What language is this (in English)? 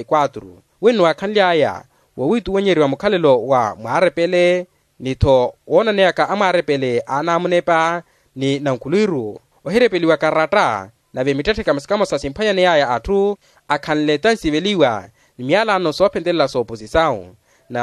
Makhuwa